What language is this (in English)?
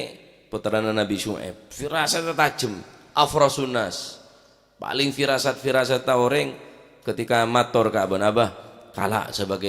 Madurese